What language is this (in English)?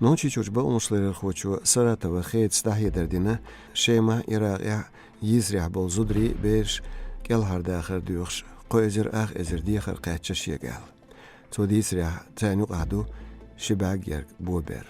Chechen